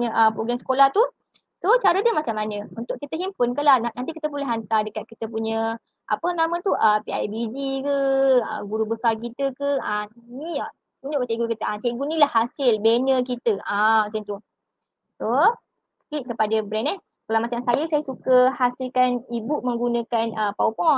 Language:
Malay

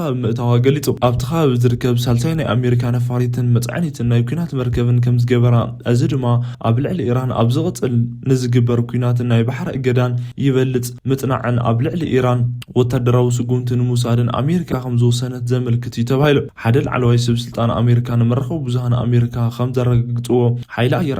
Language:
Tigrinya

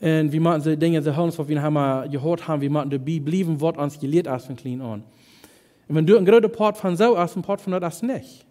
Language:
Plautdietsch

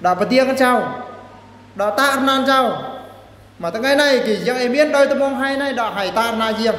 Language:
Eastern Bru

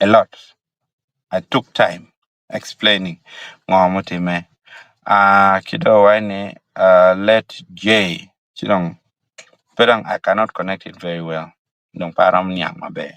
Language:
Acoli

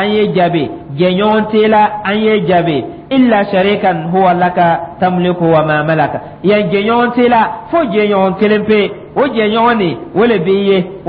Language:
Dyula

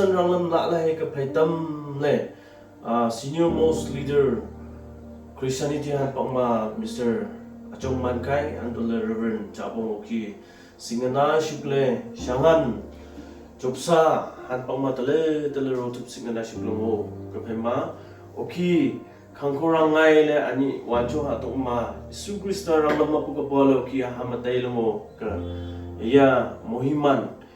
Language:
Wancho Naga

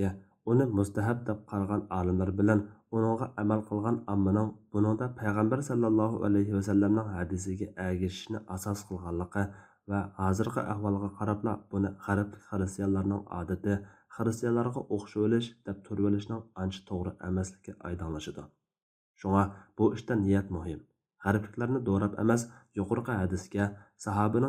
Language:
Uyghur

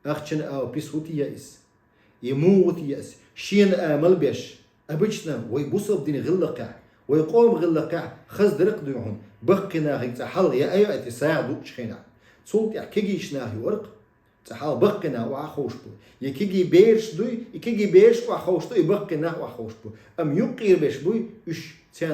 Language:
Chechen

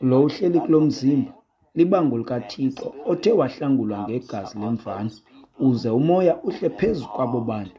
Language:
Xhosa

